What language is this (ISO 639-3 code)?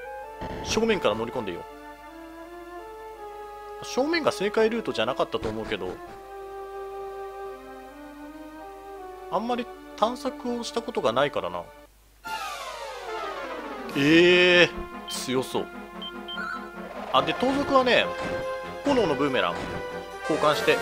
jpn